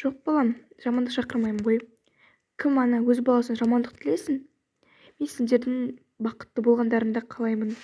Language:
Kazakh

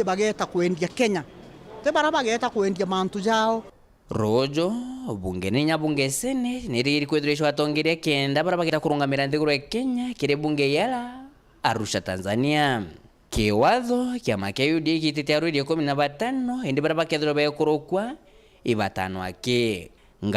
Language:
Meru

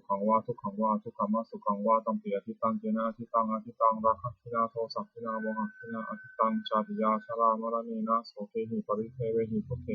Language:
Pali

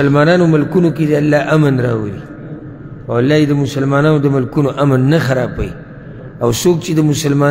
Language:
Pashto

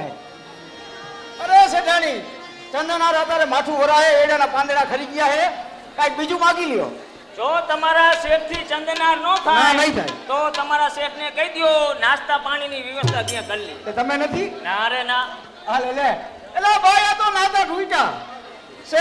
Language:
Gujarati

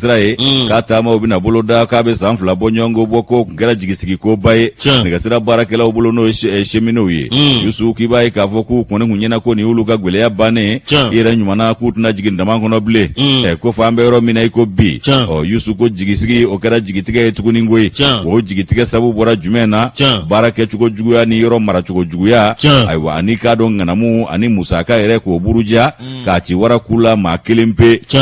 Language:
Bambara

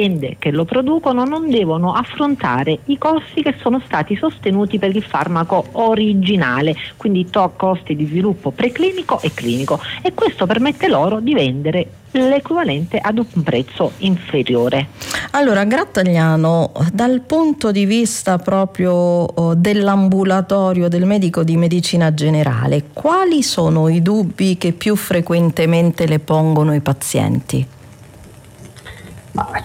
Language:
Italian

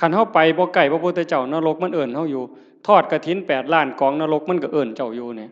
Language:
Northeastern Thai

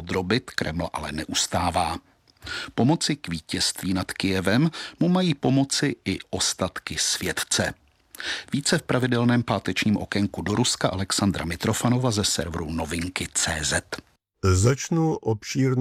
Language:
Czech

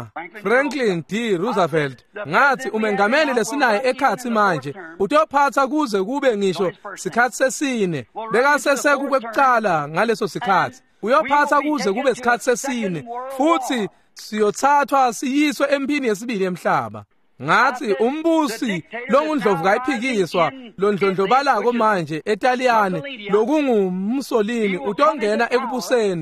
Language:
Swati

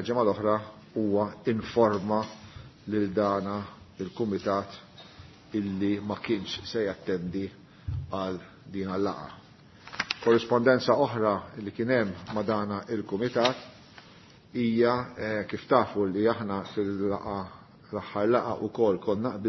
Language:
Maltese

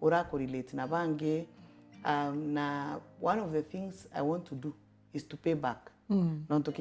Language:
Meru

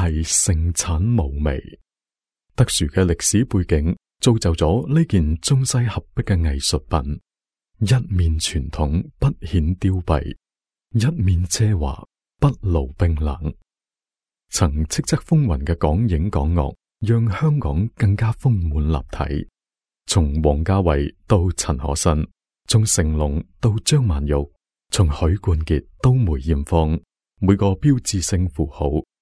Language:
Cantonese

